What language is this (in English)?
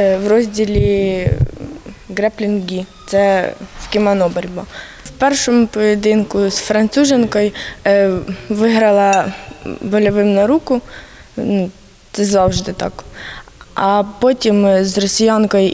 Ukrainian